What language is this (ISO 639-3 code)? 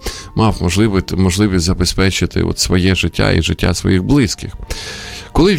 ukr